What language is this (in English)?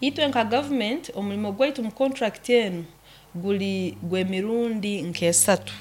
Nyoro